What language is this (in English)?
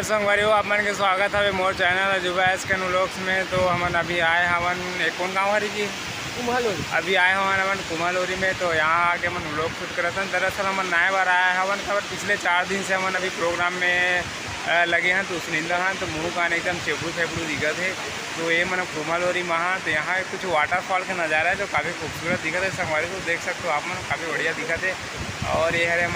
Chhattisgarhi